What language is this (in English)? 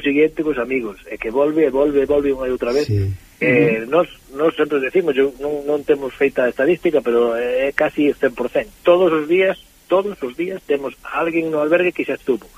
Galician